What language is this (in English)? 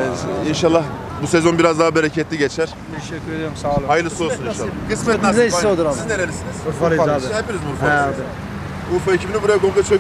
Turkish